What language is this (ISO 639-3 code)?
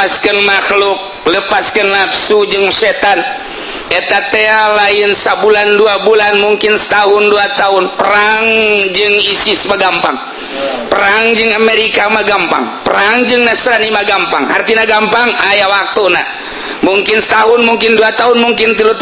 sun